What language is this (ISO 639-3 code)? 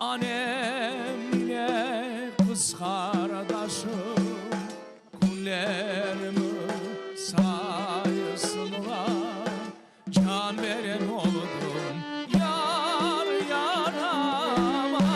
crh